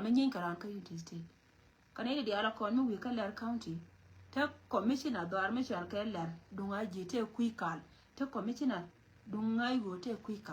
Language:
Nuer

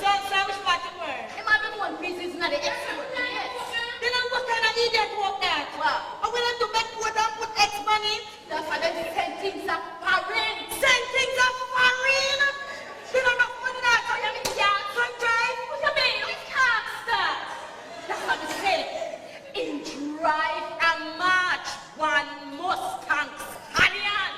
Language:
Jamaican Creole English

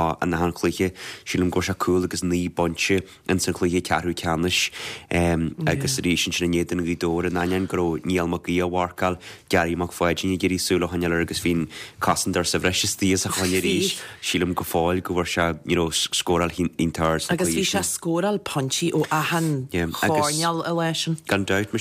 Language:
Irish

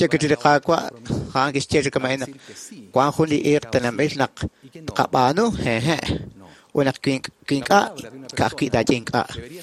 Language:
Kekchí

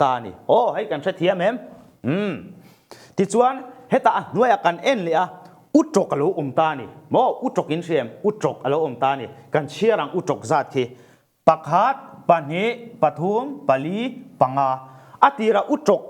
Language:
Mizo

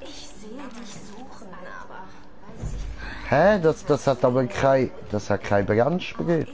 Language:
Swiss German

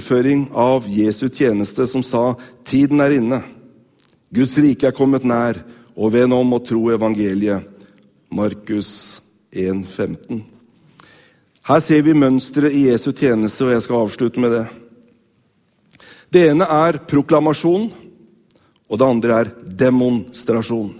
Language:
Norwegian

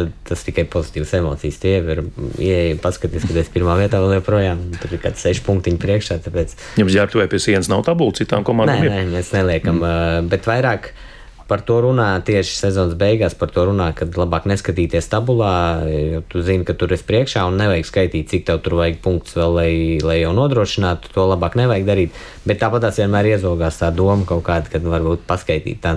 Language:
Latvian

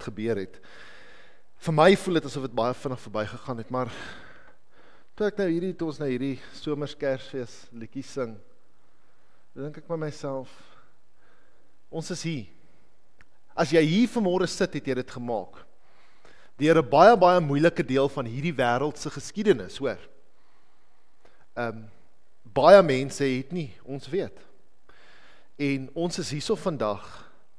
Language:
Afrikaans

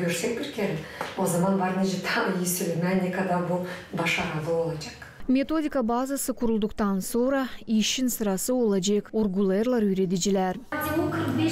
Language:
Gagauz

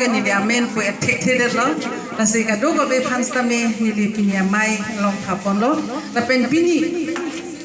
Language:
Karbi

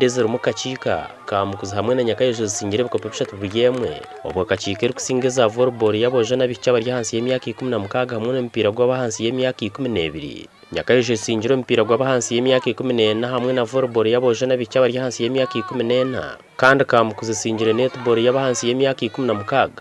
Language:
Nyankole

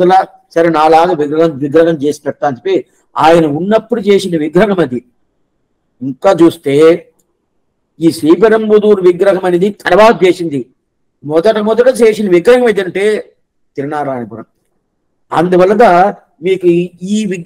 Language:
Telugu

